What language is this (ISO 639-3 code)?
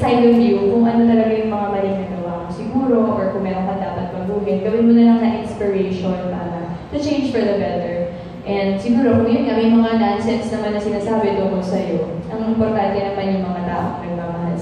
fil